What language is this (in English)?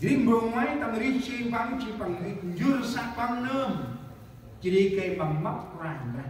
Central Mnong